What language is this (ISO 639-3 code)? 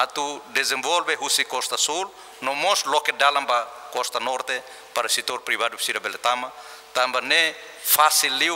tet